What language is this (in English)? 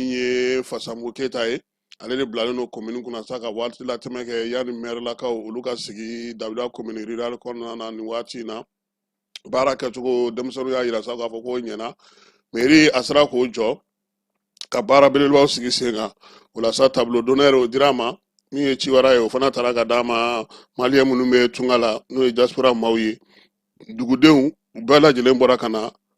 Bambara